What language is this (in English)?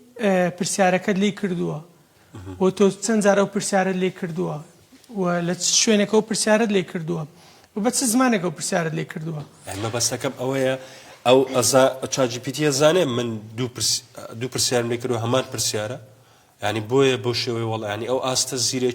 Central Kurdish